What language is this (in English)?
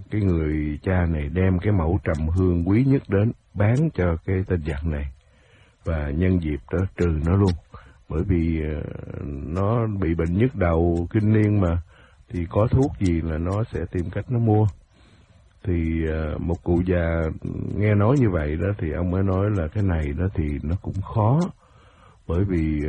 Vietnamese